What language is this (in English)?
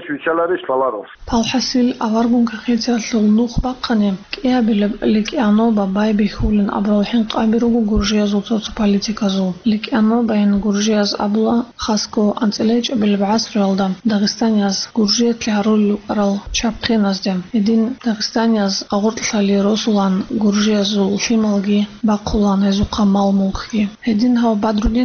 Avaric